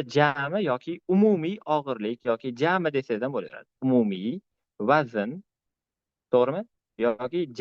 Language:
Uzbek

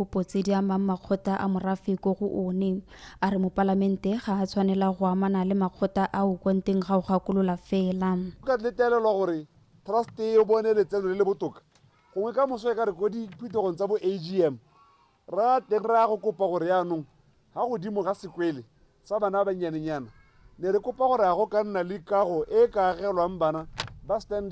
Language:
Tswana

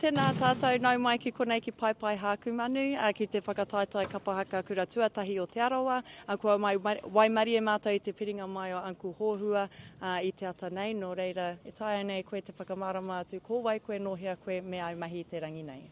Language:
Māori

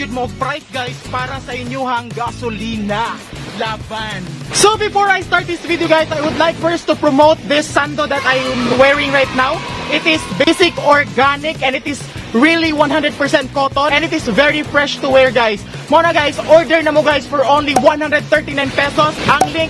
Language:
Cebuano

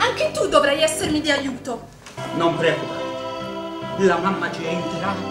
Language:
Italian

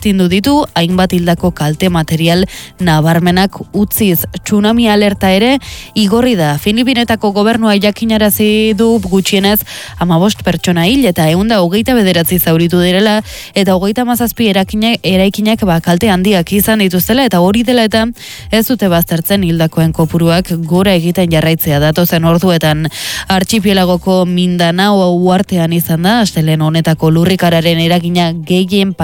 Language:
Basque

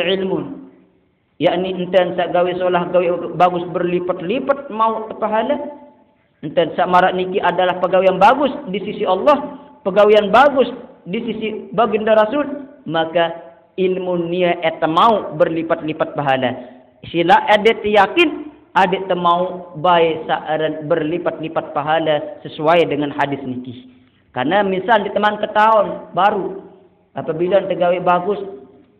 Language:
Sasak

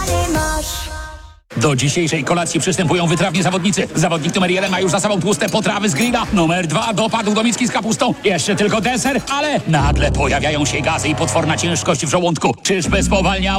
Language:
Polish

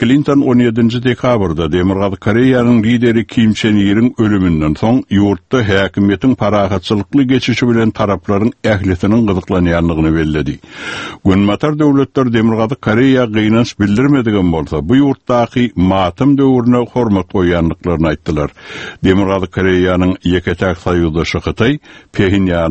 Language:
Turkmen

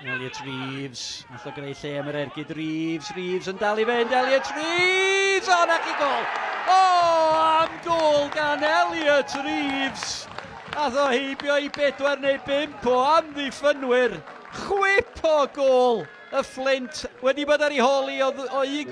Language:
Welsh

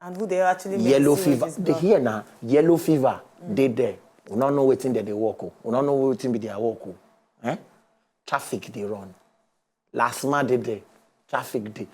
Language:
Nigerian Pidgin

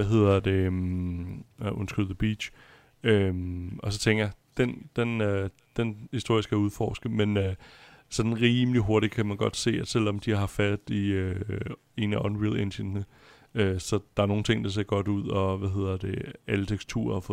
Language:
Danish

